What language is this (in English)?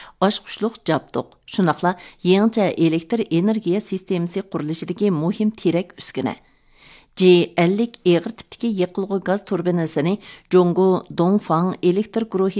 Uyghur